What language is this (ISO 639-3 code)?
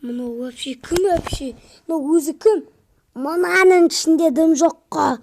kaz